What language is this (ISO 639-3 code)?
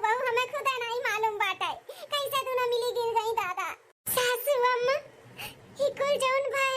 awa